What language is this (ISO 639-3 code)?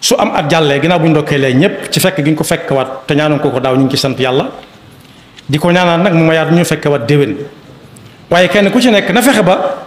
wol